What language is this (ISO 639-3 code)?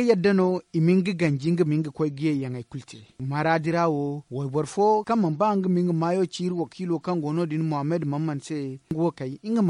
dje